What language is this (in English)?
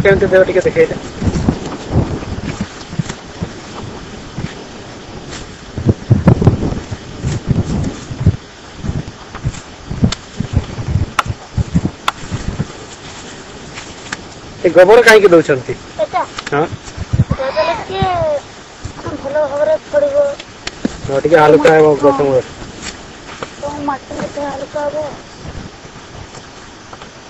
Odia